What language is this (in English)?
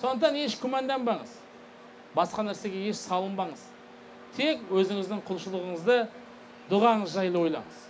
Kazakh